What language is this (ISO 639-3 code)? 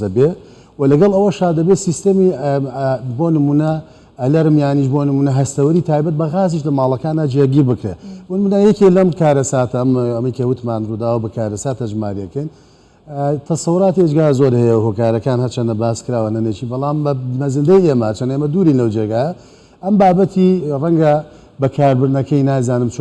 ckb